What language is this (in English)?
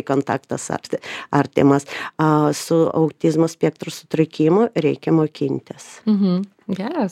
Lithuanian